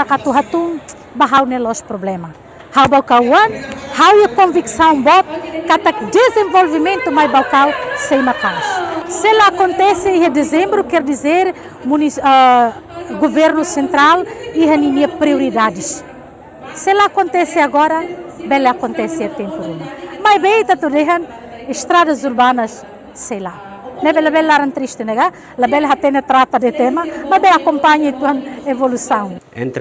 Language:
Tetum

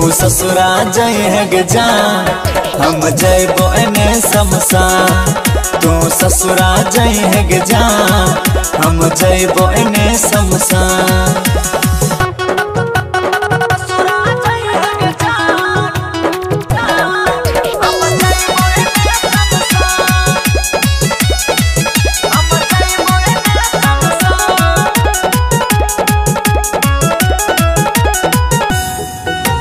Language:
Bhojpuri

